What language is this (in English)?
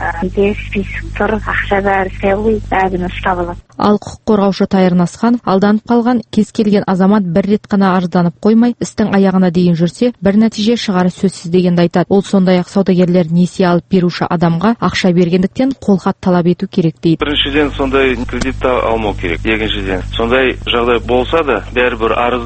Kazakh